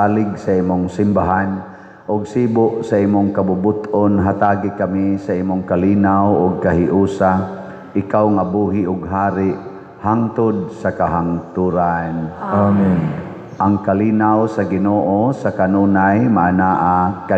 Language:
Cebuano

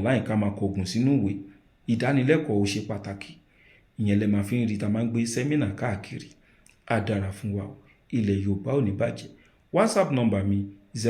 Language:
Yoruba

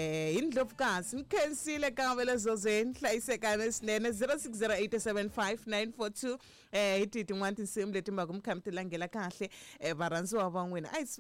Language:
Tsonga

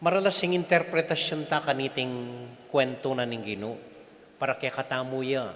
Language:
Pampanga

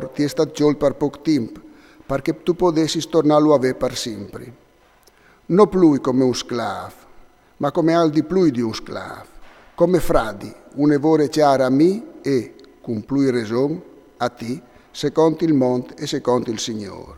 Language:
Friulian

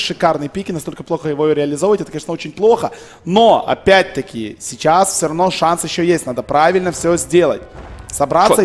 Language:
Russian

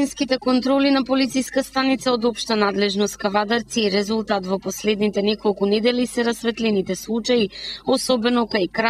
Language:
Macedonian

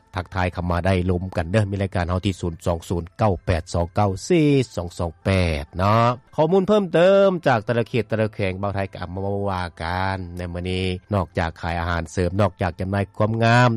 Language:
Lao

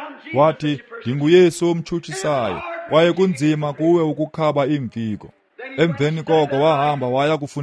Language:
Xhosa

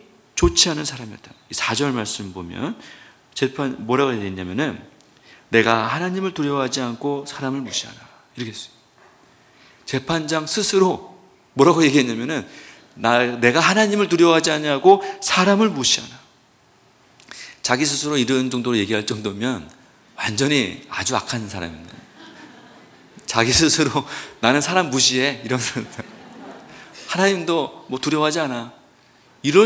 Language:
Korean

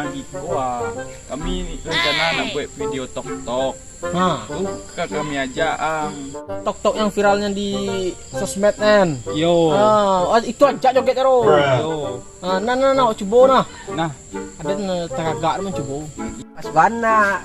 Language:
Minangkabau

